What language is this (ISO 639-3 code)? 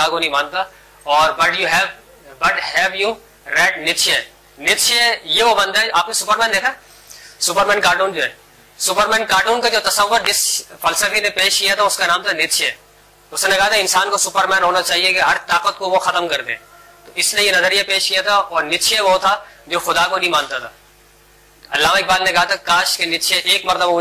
urd